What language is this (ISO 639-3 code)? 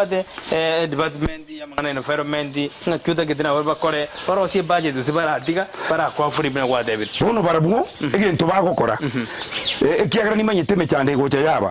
guz